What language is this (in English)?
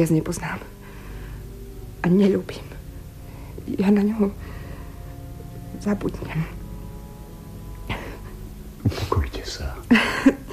Slovak